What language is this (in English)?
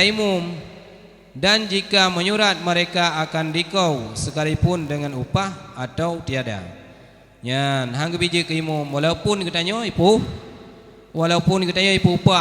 Achinese